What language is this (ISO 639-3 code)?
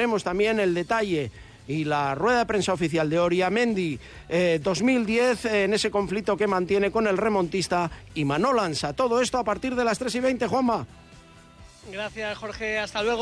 spa